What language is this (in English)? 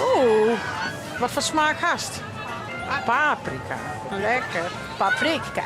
Western Frisian